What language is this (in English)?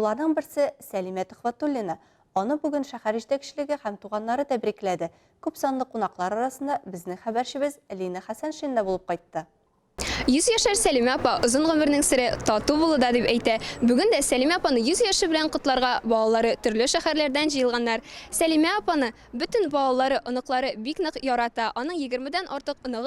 Tatar